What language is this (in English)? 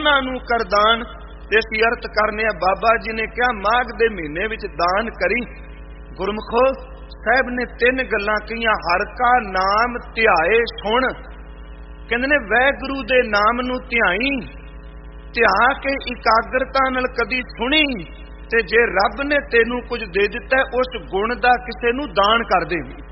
Punjabi